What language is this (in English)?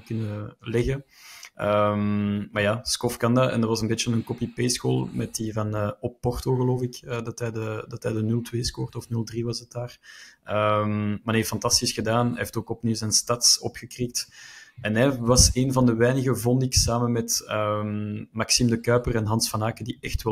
Dutch